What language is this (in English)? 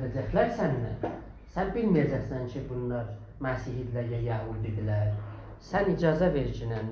South Azerbaijani